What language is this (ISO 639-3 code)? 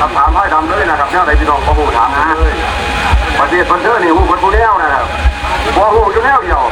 tts